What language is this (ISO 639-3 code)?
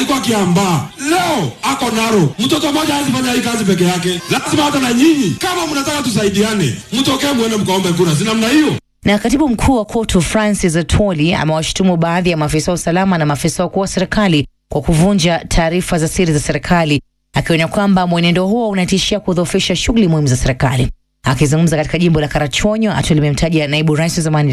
swa